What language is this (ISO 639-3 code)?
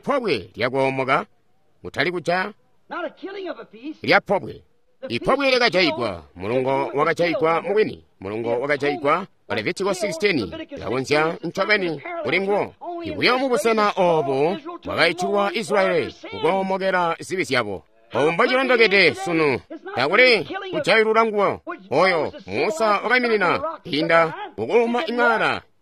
toi